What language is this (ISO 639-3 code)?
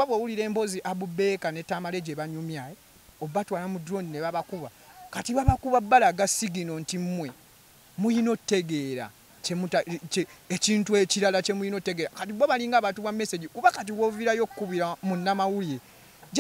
lug